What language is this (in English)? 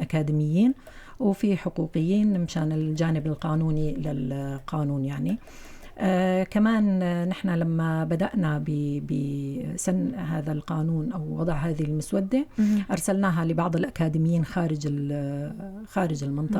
North Levantine Arabic